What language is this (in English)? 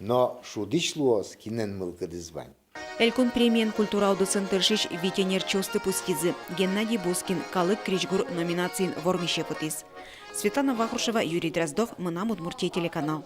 Udmurt